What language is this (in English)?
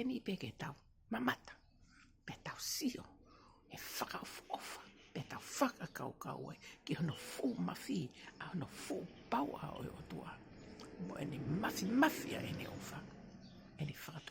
Tongan